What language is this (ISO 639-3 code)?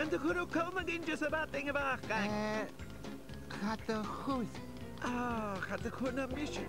gla